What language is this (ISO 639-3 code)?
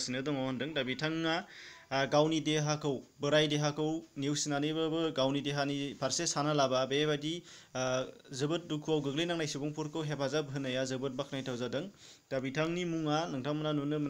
brx